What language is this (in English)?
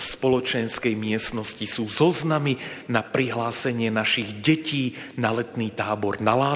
Slovak